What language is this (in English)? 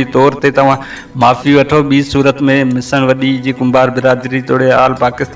Sindhi